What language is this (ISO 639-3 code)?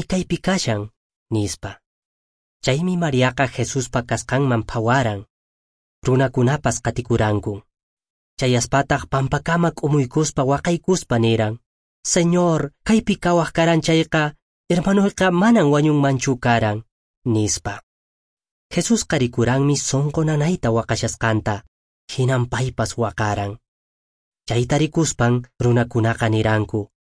que